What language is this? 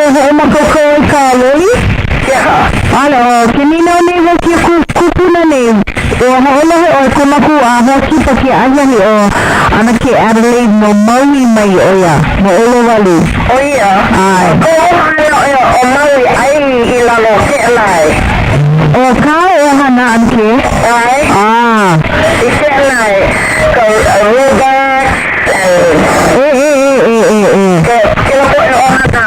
Hawaiian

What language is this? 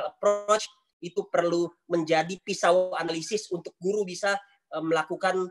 Indonesian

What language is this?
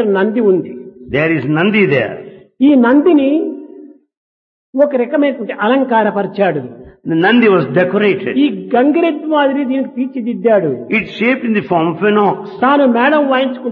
Telugu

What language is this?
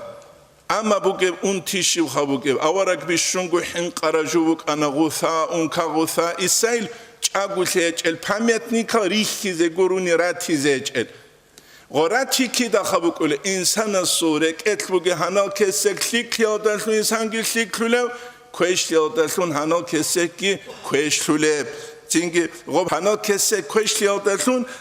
Avaric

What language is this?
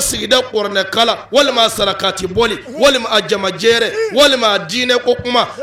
Bambara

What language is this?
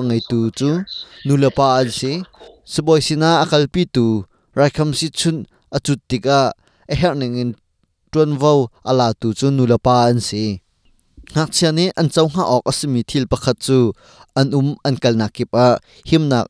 Hakha Chin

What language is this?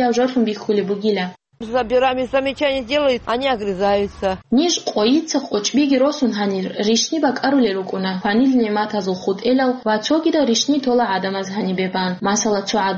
Avaric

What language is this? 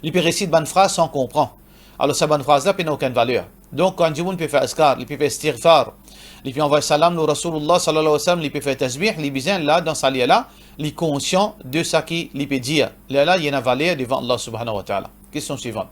Morisyen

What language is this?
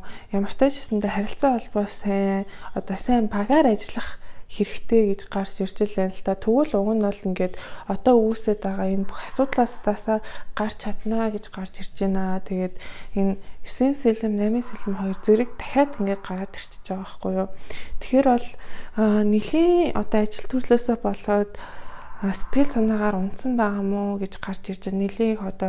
Mongolian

